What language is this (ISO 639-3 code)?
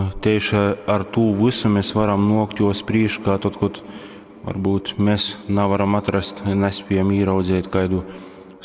ltg